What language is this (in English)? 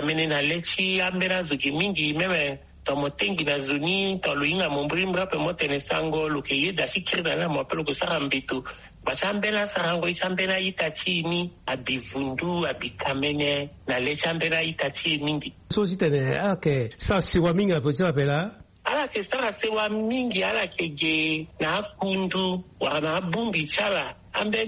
Sango